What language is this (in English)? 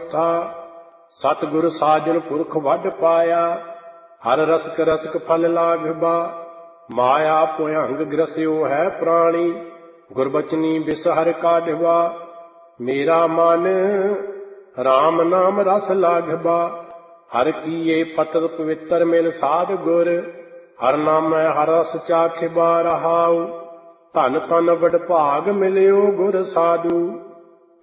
Punjabi